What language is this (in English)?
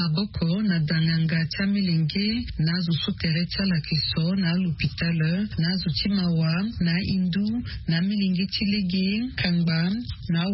Sango